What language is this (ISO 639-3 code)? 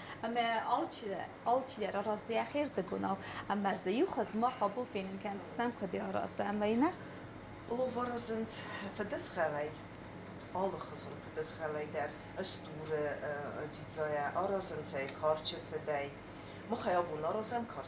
oss